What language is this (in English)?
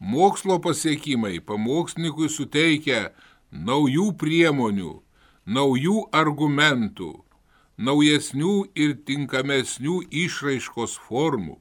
Lithuanian